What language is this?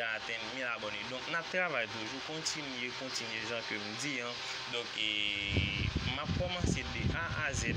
Haitian Creole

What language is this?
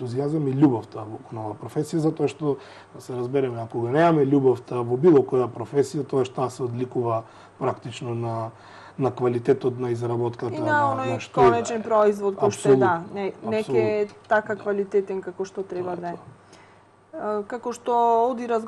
Macedonian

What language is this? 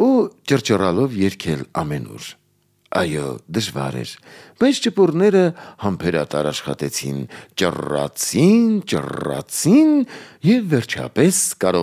Armenian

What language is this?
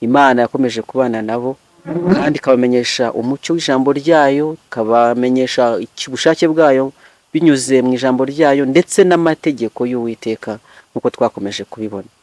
Kinyarwanda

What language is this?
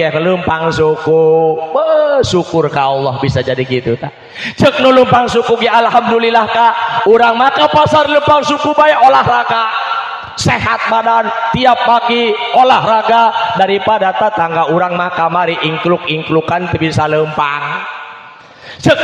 Sundanese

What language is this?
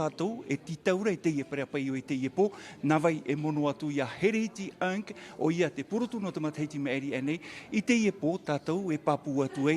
Tahitian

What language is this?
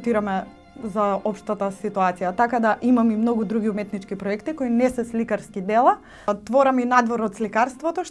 Macedonian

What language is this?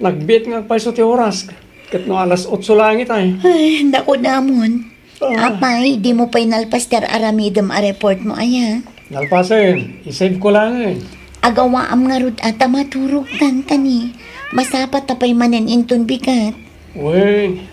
Iloko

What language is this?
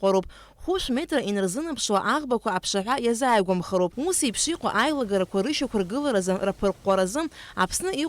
Abkhazian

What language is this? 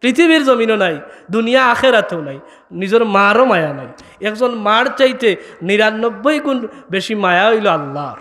Sylheti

